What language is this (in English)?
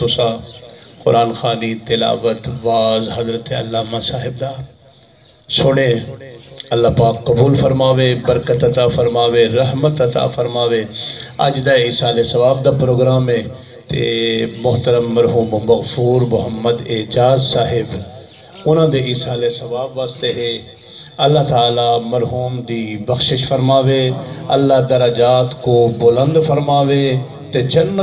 Saraiki